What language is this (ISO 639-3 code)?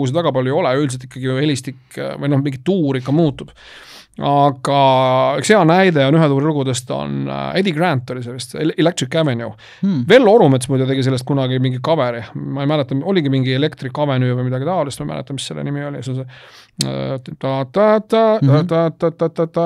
est